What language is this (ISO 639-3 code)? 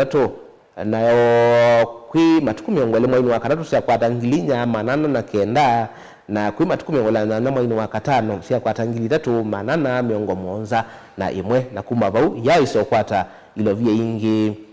kam